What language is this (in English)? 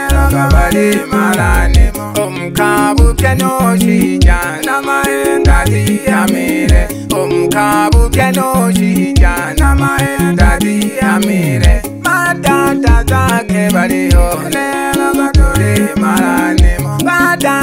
Swahili